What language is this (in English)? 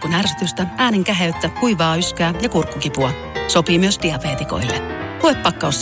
Finnish